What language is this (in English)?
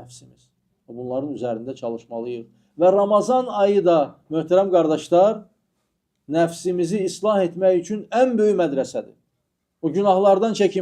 Azerbaijani